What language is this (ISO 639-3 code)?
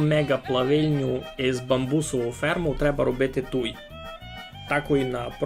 rue